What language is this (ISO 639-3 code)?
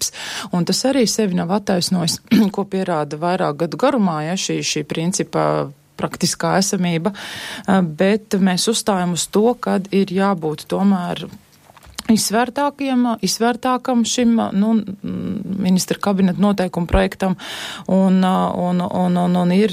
lav